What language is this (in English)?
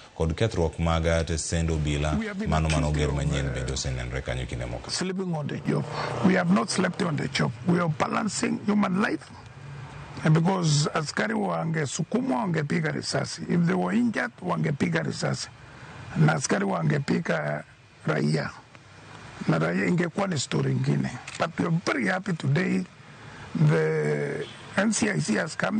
Luo (Kenya and Tanzania)